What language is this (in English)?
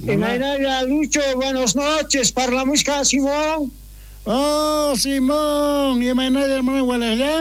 South Bolivian Quechua